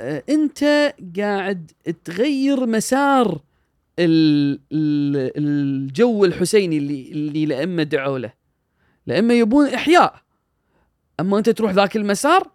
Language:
Gulf Arabic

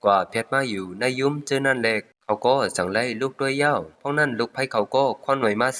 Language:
Shan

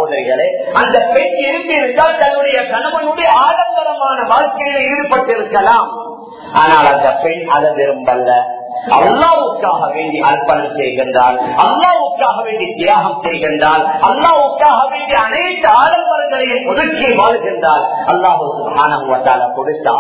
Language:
Tamil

